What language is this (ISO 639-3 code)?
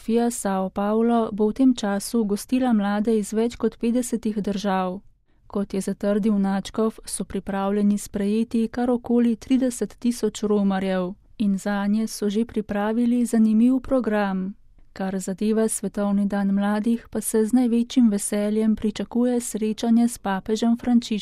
slv